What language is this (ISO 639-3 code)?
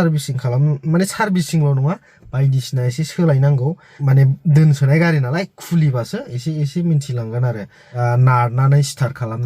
brx